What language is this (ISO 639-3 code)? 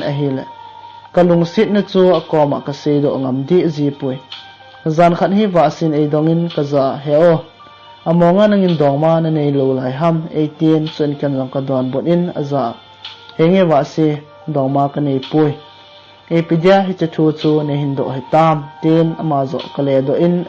tcz